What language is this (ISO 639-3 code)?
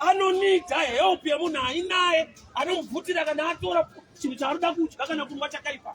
sna